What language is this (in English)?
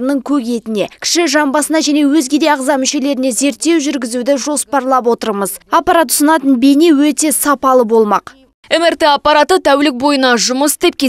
Kazakh